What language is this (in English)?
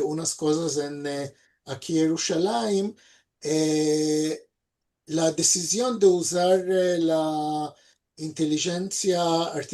Ladino